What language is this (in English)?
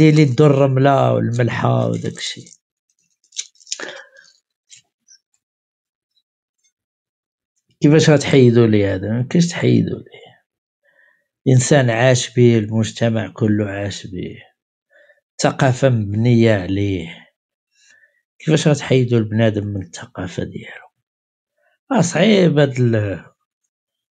Moroccan Arabic